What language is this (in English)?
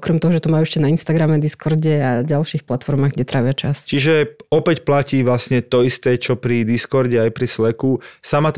Slovak